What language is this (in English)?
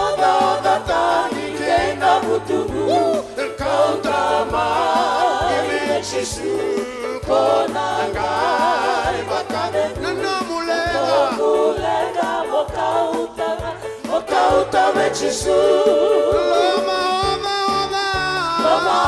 Fijian